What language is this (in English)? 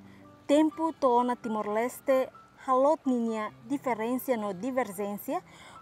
Tetum